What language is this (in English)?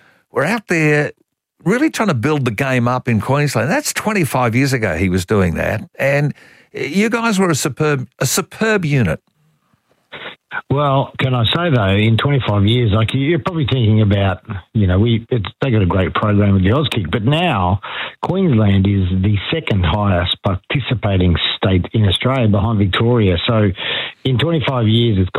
English